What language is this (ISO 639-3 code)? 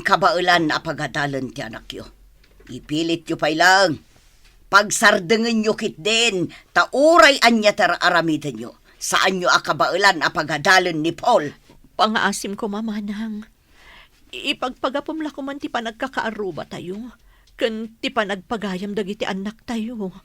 ilo